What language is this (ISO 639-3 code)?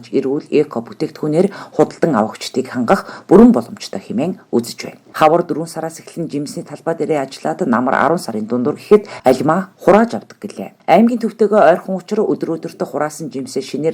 mon